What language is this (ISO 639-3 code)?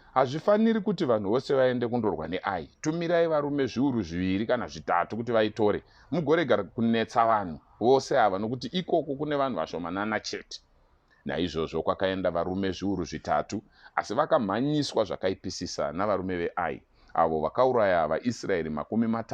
sna